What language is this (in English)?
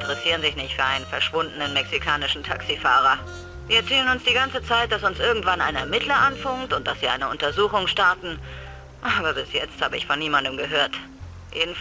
Bavarian